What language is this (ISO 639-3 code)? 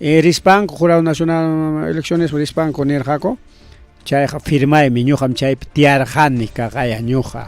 quy